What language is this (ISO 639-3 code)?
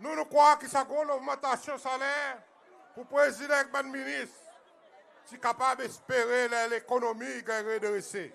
crs